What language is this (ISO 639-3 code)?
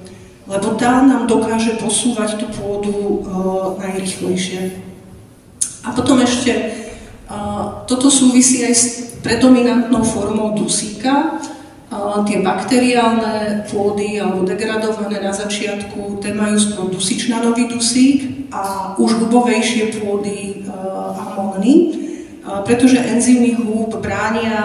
slk